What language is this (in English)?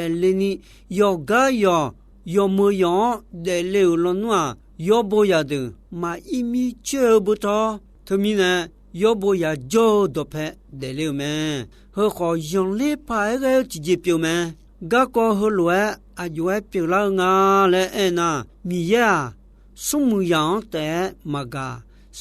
Akha